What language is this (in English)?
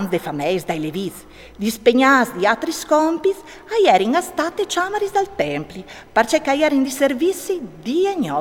Friulian